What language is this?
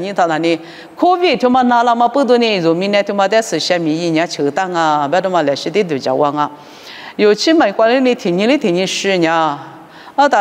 Lisu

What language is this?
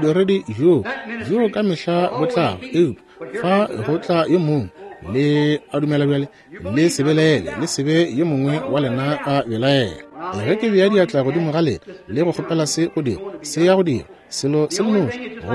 Northern Sotho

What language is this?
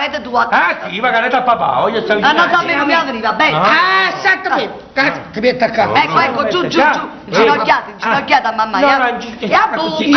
Neapolitan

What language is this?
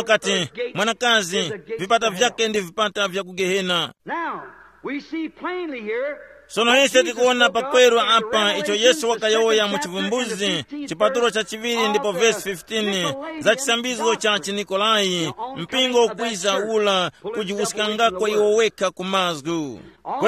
Tumbuka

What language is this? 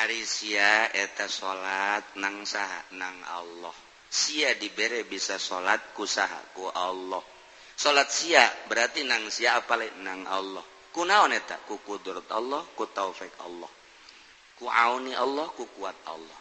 Sundanese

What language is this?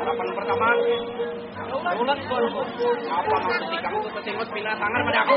Banjar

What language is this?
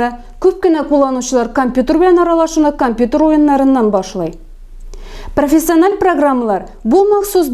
Tatar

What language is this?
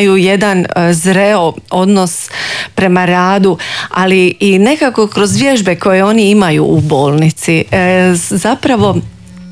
Croatian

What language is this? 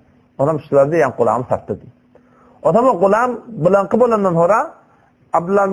Turkmen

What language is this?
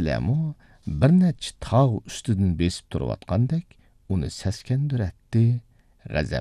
Uyghur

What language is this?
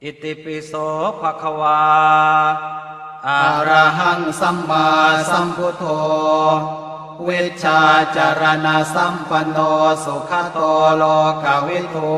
Pali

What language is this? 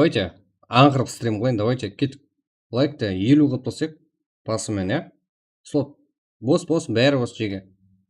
Kara-Kalpak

